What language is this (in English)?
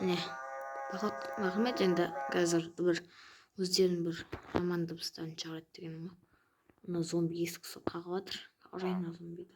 Kazakh